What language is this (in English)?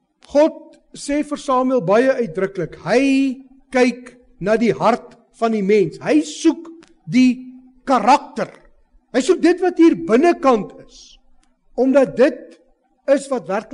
Afrikaans